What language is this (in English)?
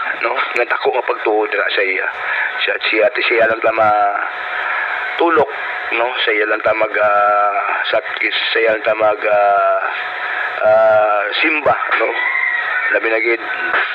Hiligaynon